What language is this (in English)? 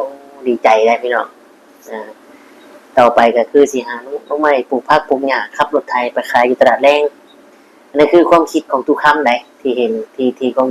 Northeastern Thai